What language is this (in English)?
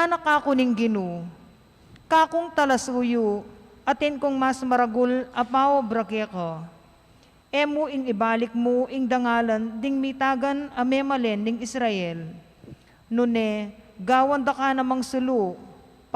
Pampanga